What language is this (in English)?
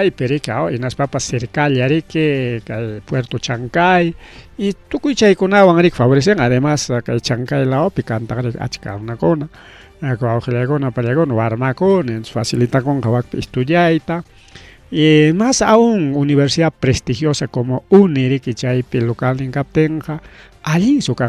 Ayacucho Quechua